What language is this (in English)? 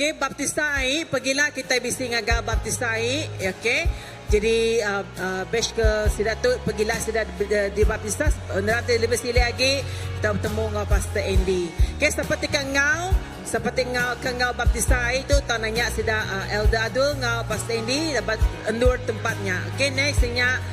Iban